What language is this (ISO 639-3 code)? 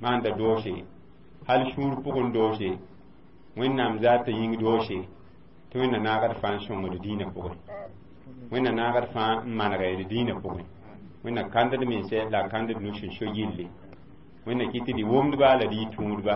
mos